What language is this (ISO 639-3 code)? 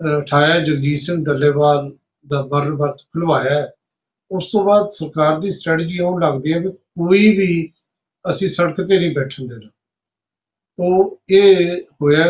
pan